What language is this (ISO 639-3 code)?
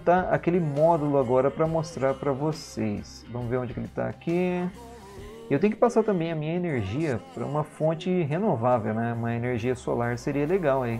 por